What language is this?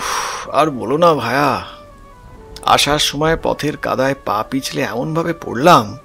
Bangla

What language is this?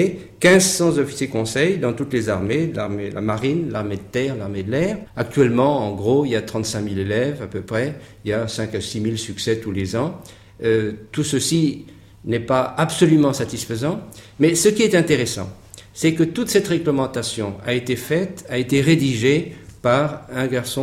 French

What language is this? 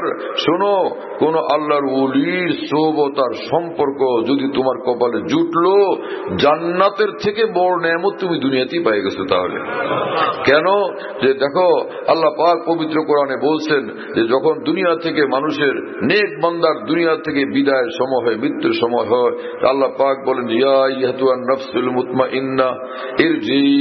Bangla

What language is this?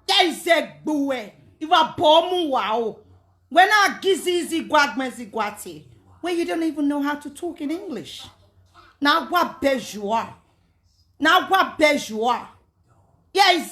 Nigerian Pidgin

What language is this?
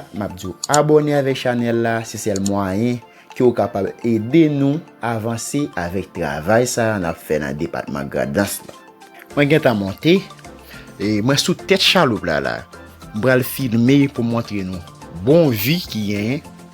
Haitian Creole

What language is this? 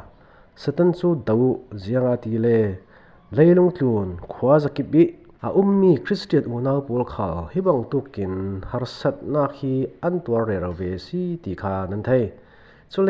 Falam Chin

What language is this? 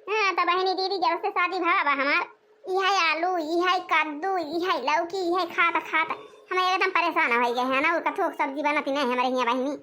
Awadhi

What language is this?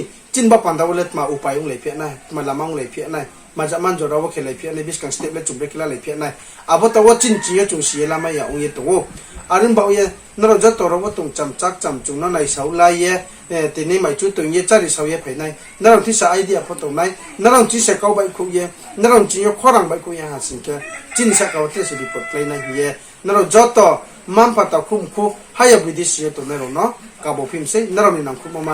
Riang (India)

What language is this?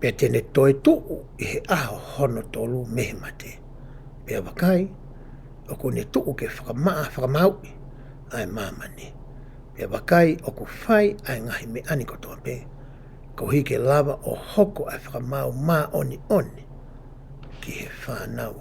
Tongan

